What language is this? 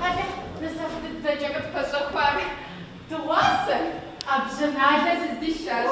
Kabardian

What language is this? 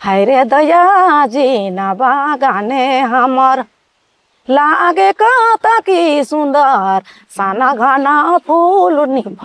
Sadri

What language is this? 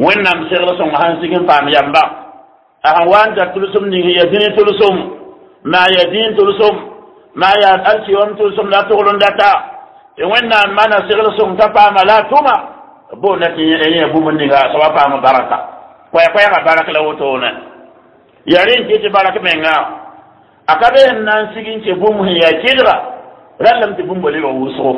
Mossi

